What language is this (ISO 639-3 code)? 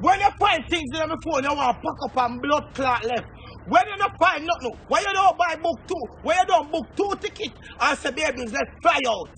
jam